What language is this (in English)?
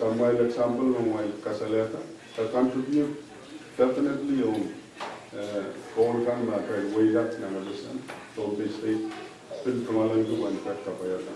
Pohnpeian